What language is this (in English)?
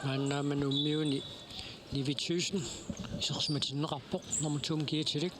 Kalaallisut